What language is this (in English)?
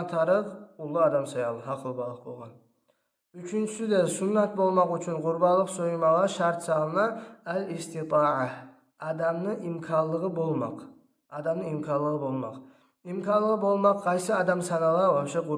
Kumyk